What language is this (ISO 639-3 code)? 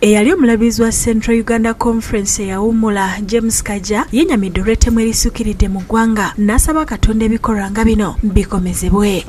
lug